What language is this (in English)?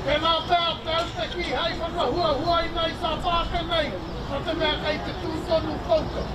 Māori